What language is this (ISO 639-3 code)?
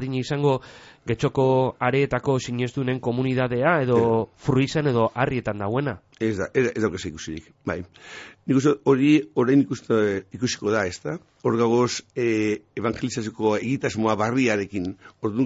eus